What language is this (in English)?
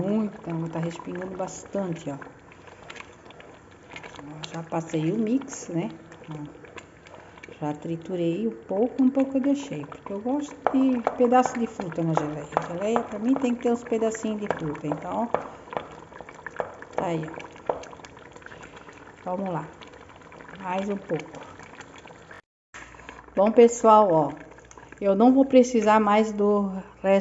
Portuguese